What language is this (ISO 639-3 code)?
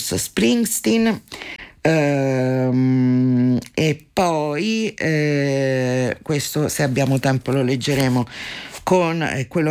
ita